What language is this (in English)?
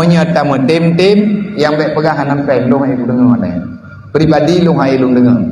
Achinese